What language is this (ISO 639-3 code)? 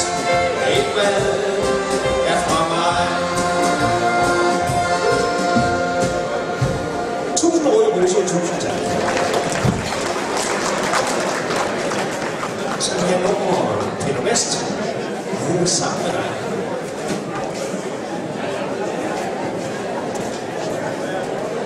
dan